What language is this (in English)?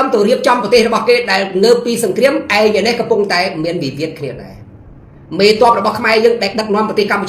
Khmer